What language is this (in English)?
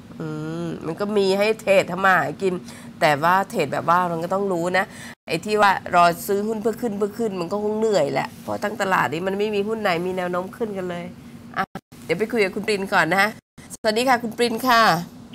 Thai